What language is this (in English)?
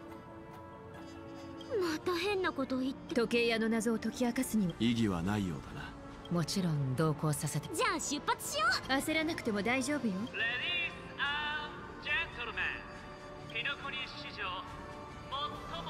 Japanese